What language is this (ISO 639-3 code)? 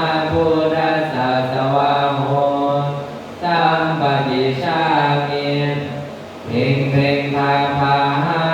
pli